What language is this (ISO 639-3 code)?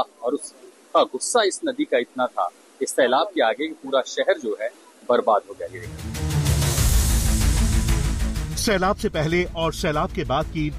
hin